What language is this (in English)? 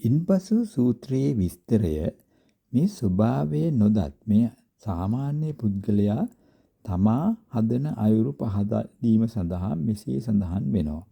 Sinhala